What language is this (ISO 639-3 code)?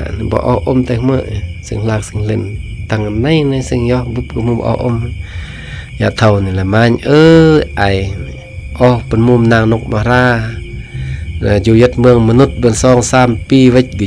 kjg